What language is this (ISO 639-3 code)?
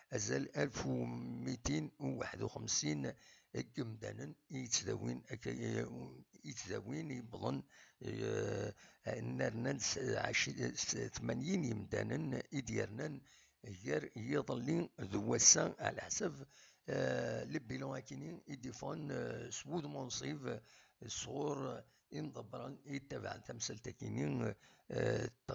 kab